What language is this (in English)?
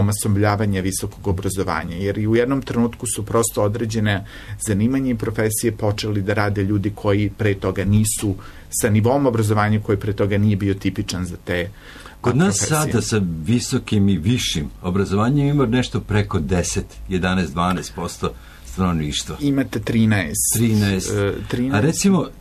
Serbian